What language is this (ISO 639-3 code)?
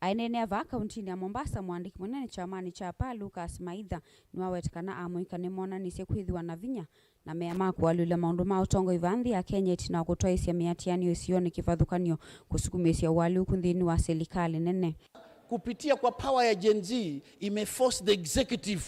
kam